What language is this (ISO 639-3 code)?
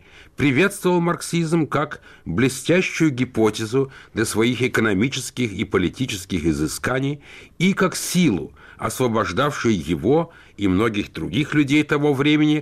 rus